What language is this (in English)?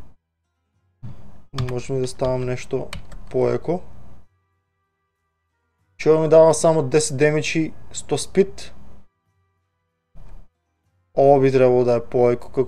Bulgarian